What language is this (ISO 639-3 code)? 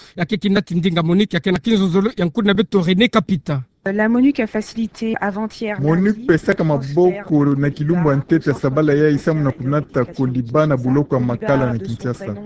ktu